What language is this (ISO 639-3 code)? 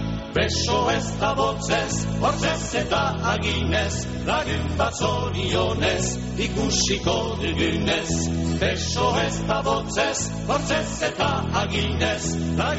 eus